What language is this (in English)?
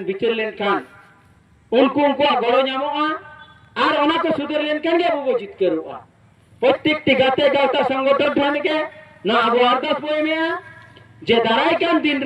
Santali